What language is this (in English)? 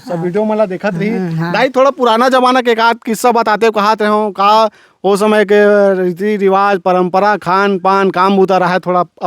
Chhattisgarhi